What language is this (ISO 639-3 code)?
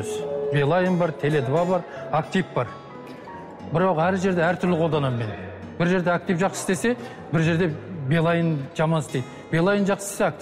kaz